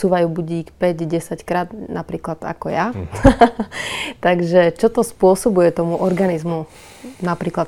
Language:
Slovak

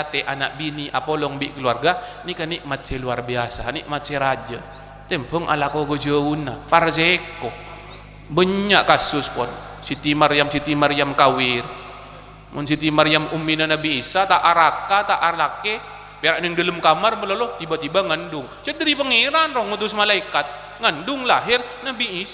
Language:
Madurese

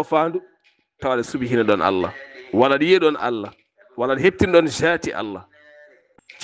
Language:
Fula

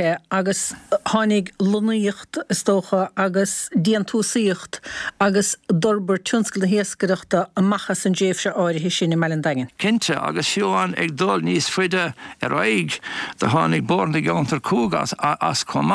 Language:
Irish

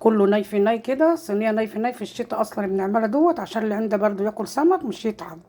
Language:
Egyptian Arabic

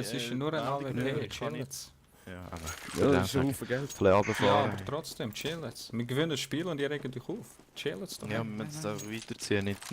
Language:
Swiss German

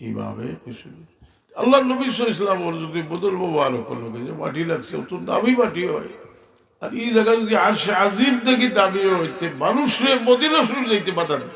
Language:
Sylheti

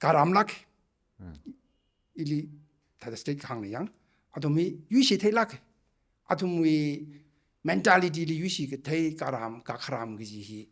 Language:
Tangkhul Naga (India)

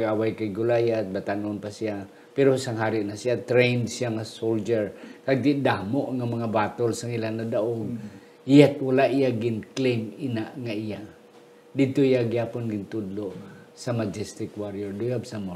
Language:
Hiligaynon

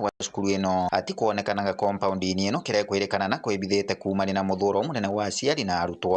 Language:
Meru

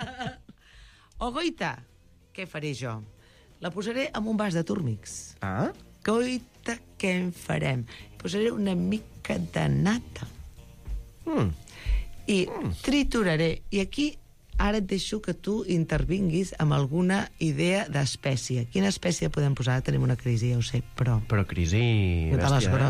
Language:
Catalan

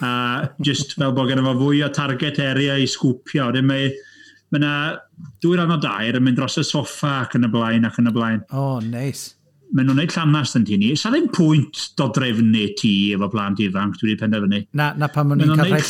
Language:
Welsh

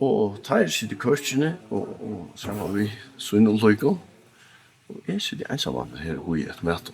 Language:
Faroese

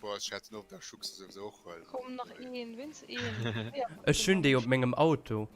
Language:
Luxembourgish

